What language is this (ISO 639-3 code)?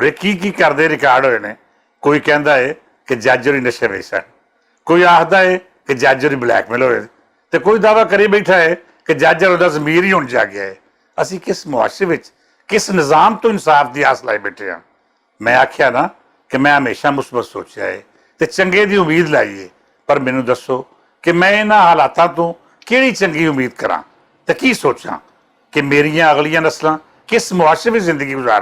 lah